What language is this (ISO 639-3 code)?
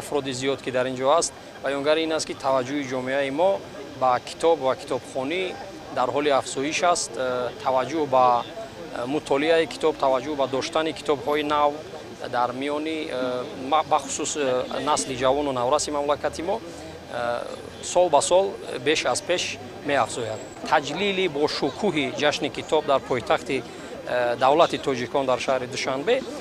tgk